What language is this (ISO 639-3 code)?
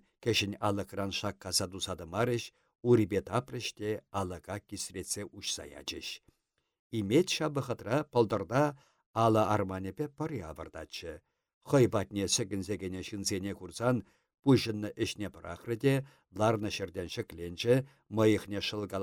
chv